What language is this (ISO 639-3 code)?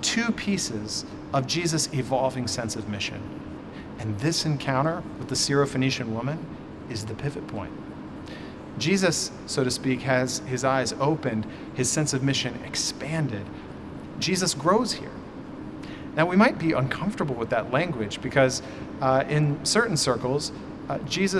eng